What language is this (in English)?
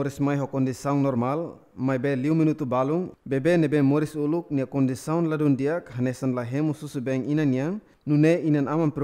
Tetum